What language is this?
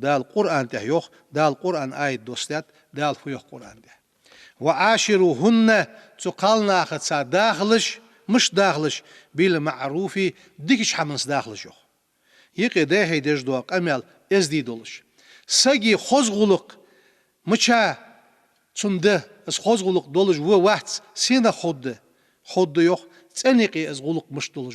Ingush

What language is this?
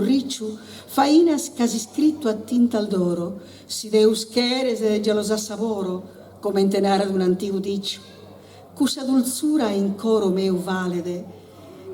Sardinian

